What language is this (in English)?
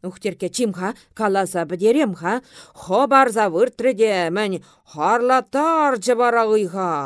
Chuvash